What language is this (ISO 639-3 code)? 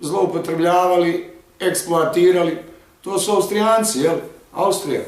bos